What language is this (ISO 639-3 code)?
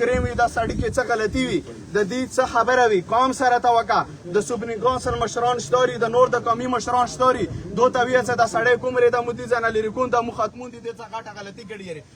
pus